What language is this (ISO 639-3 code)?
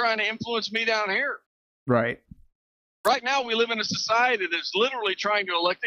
eng